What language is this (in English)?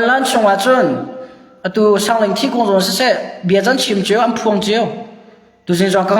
Hakha Chin